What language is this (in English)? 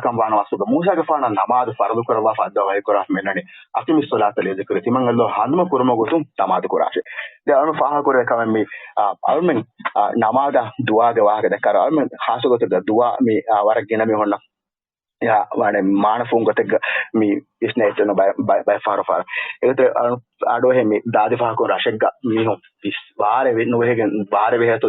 Divehi